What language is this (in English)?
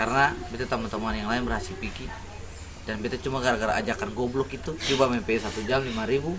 Ambonese Malay